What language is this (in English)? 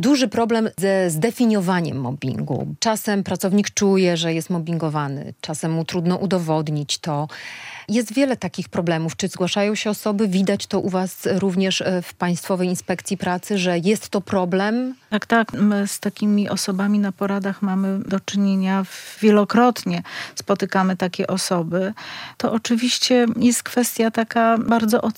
Polish